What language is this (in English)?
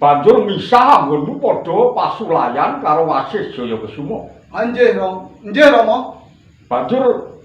Javanese